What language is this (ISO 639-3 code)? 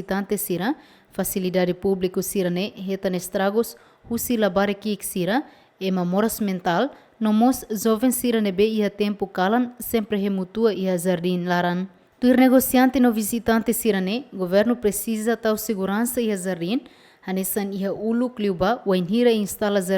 tet